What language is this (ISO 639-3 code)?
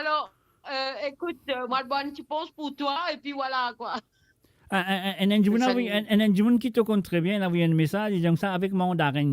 mfe